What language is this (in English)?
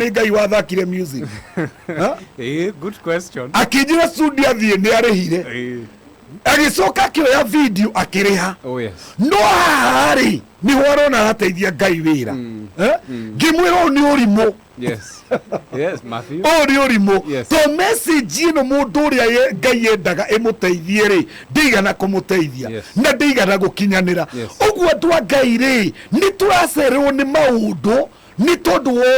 Kikuyu